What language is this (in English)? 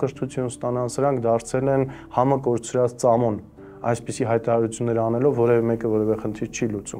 Armenian